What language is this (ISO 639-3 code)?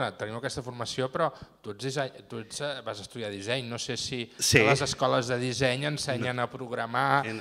cat